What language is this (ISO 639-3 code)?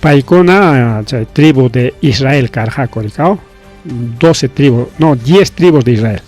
quy